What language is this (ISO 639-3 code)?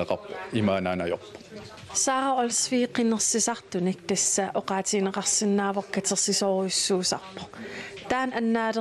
kal